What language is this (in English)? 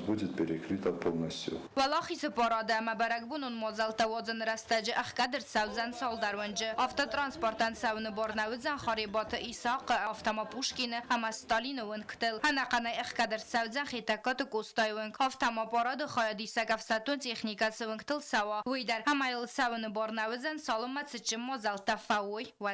Ossetic